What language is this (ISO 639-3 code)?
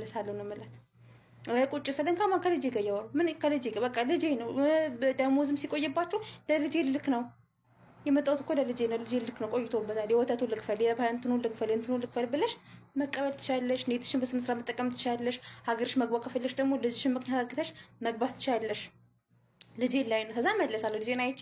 amh